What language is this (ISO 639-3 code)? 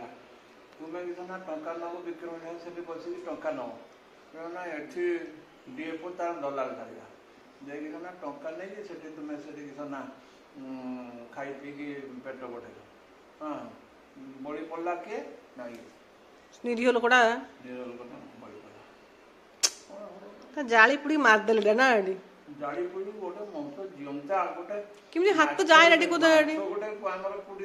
ori